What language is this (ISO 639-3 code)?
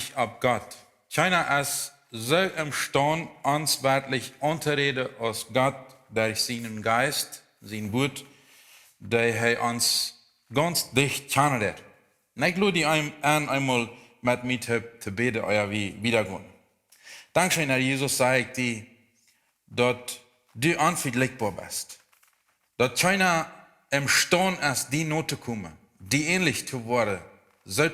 pdt